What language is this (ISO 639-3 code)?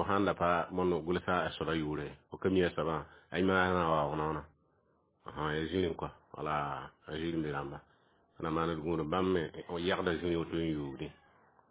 mos